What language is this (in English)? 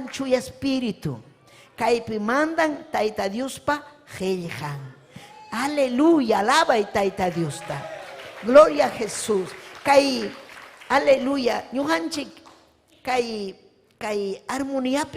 Ayacucho Quechua